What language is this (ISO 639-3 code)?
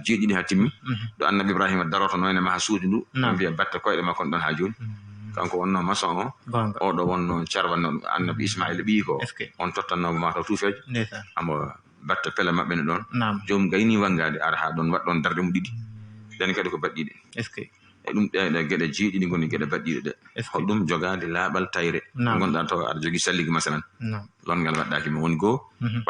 ful